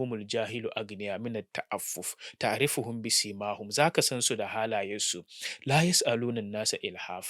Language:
Hausa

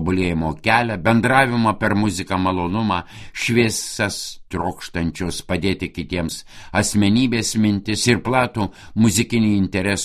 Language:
Lithuanian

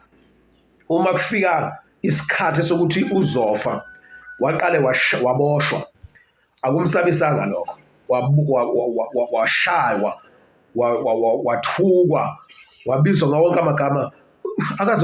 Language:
Zulu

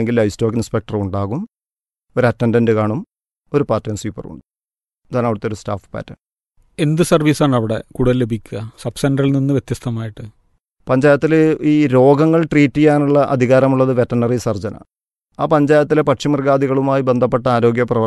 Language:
Malayalam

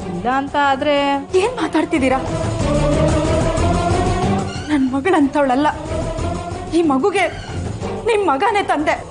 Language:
Kannada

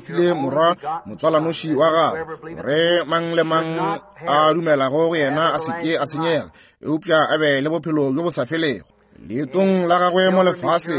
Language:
Northern Sotho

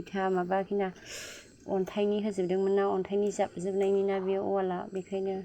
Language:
Bodo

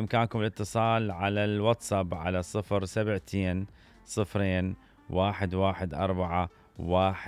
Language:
Mesopotamian Arabic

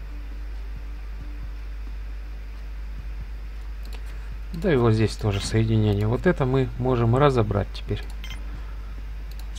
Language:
Russian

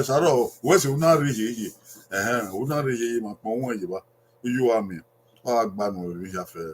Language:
Bini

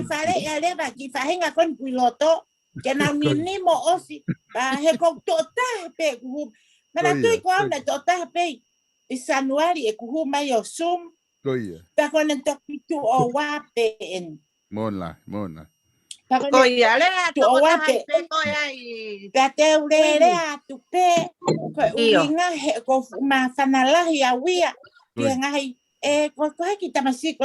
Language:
Tongan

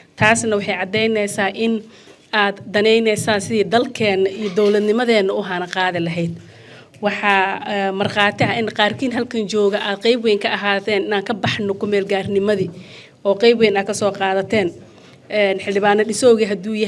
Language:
Somali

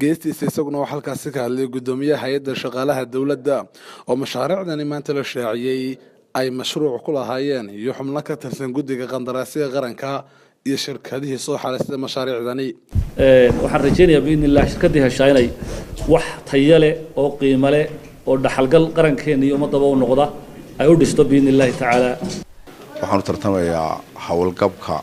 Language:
Somali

